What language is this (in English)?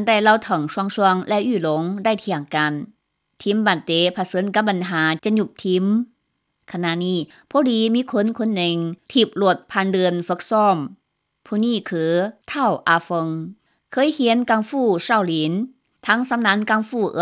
Lao